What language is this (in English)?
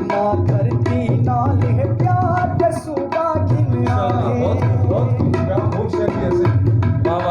Saraiki